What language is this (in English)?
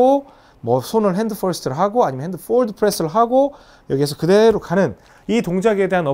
Korean